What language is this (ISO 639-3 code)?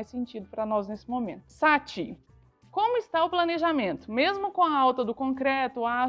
por